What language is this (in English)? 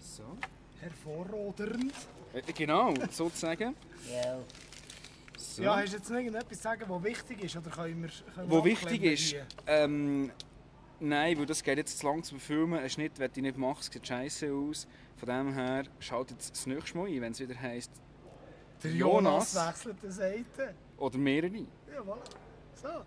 Swiss German